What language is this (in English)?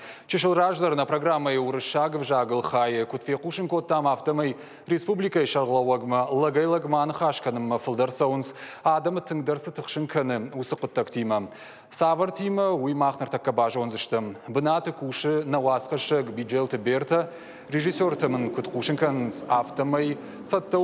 Ossetic